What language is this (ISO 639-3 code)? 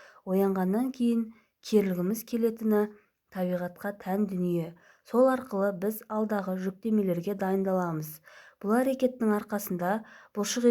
kaz